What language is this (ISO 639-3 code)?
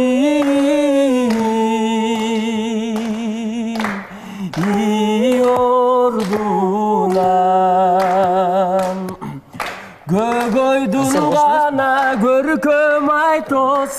kir